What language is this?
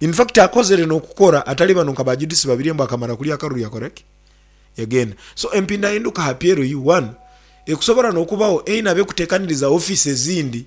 Nyankole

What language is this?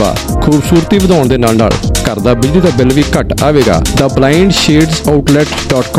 Punjabi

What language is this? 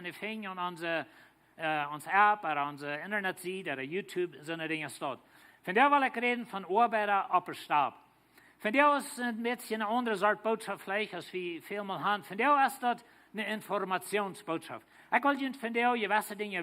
Plautdietsch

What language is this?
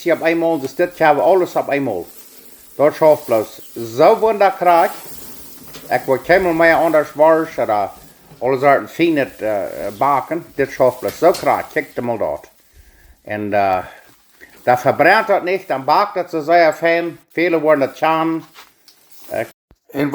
Plautdietsch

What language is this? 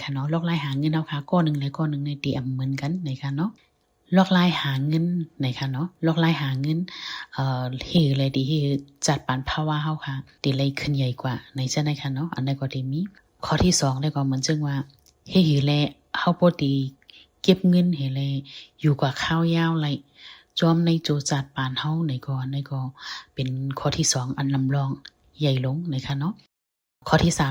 Shan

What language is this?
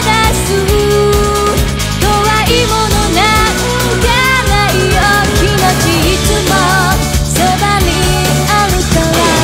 Japanese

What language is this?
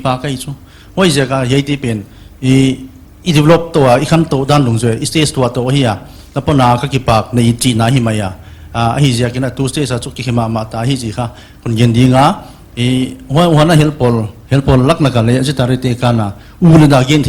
Paite Chin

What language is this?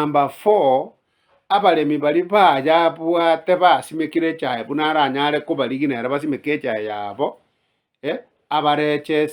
Gusii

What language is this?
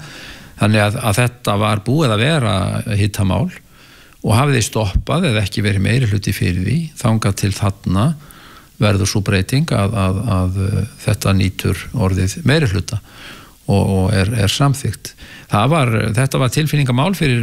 Icelandic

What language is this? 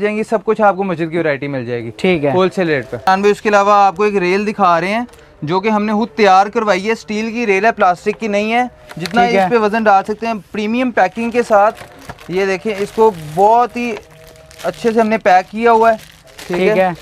Hindi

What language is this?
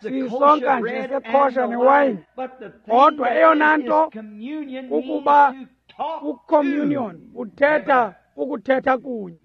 Xhosa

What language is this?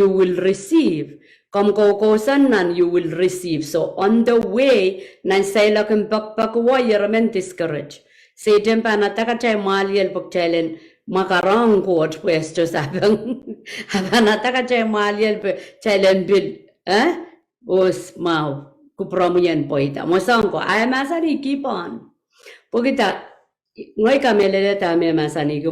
Pohnpeian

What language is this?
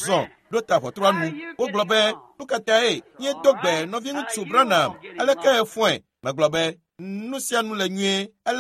Ewe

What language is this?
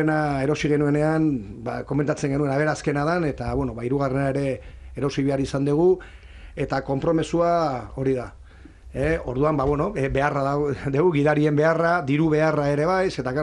Basque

